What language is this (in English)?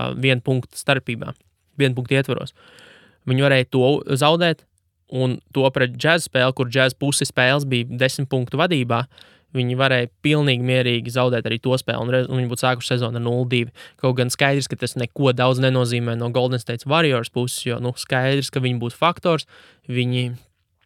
Latvian